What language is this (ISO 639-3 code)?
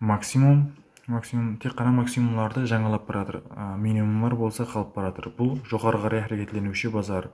kaa